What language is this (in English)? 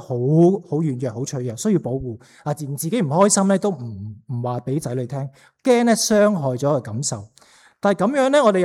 Cantonese